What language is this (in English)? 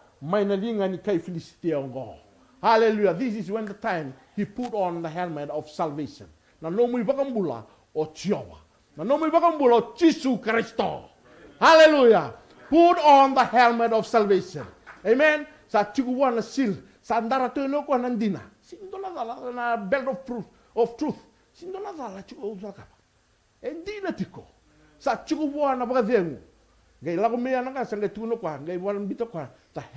Fijian